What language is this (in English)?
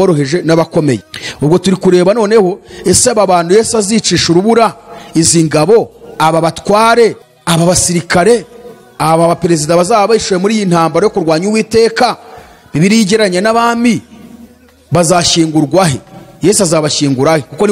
Kinyarwanda